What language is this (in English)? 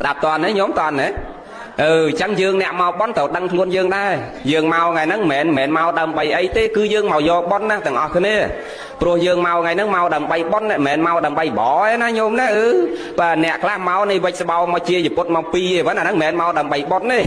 Khmer